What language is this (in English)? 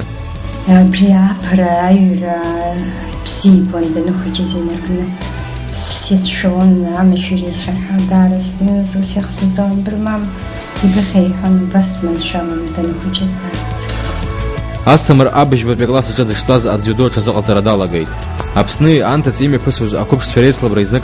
Abkhazian